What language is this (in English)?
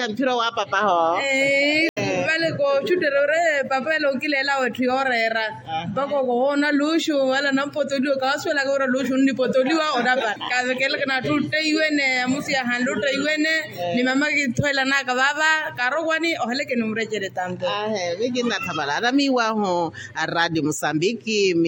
Makhuwa